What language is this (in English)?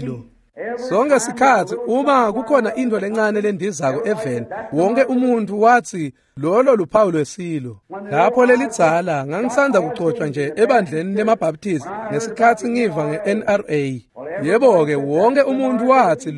Swati